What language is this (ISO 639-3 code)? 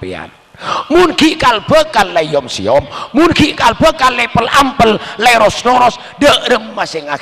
mad